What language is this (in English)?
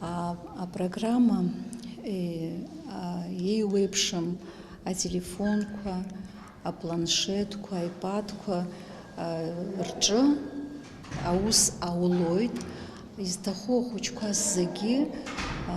Abkhazian